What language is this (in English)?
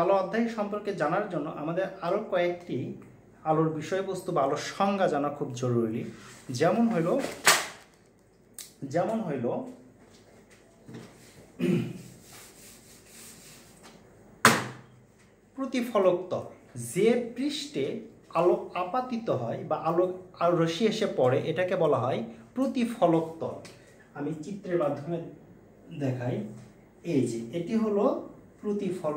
Bangla